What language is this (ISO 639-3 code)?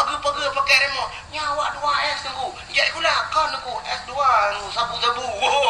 ace